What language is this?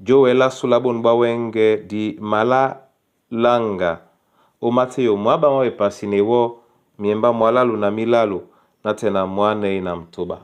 Duala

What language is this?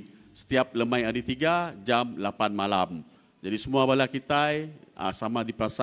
Iban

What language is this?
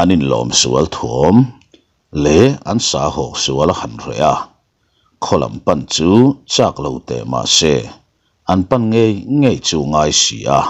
Mizo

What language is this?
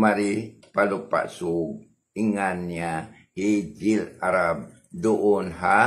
Tausug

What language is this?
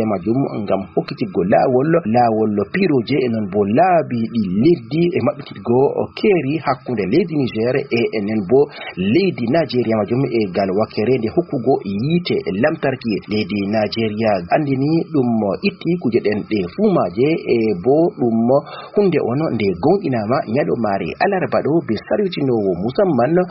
Fula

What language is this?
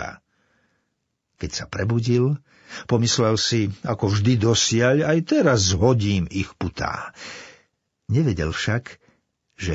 Slovak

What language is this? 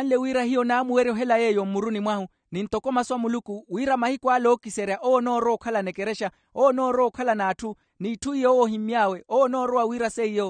Makhuwa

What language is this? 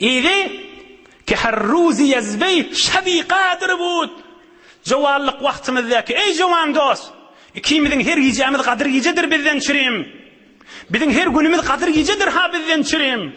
Turkmen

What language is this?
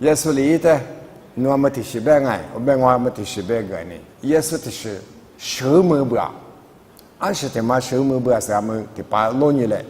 Lisu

